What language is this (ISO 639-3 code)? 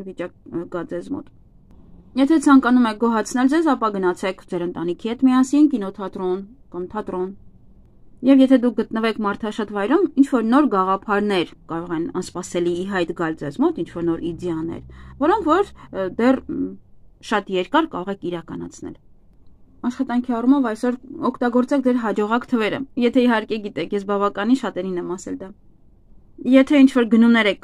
hye